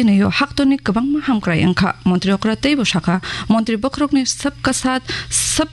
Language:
Kok Borok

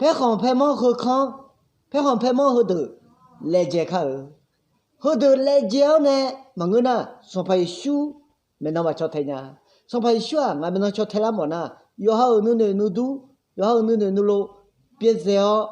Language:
Akha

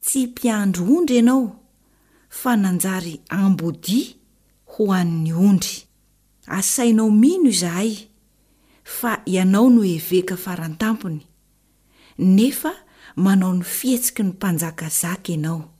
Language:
Malagasy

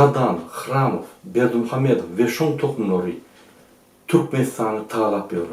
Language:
Turkmen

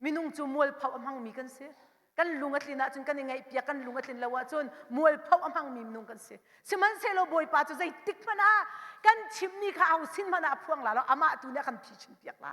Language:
Hakha Chin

